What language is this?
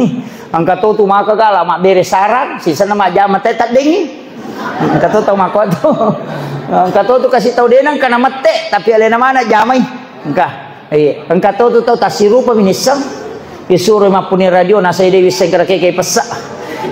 Buginese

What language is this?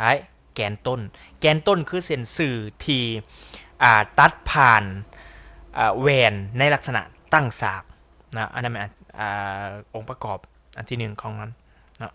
Lao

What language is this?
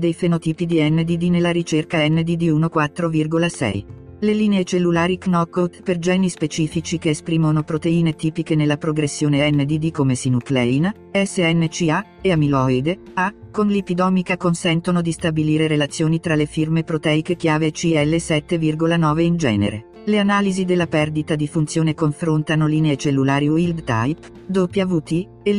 Italian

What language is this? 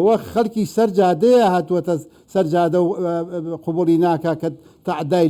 Central Kurdish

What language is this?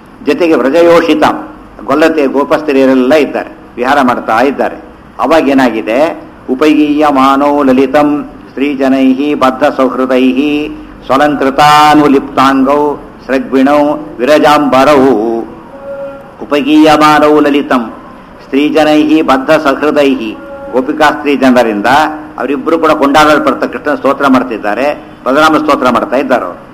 Kannada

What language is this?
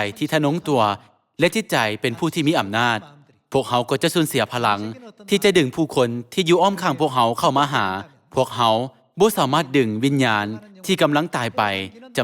Lao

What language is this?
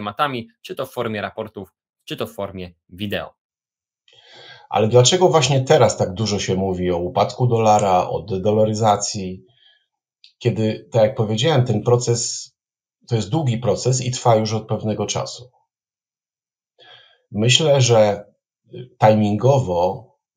Polish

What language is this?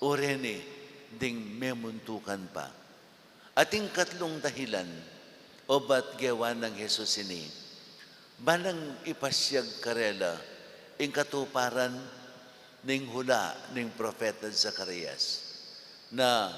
Pampanga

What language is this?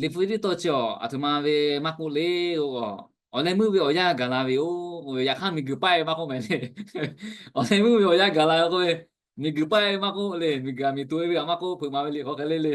Lahu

